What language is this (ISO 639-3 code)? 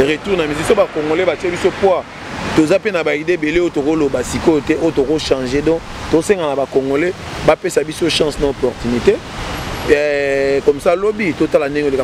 lin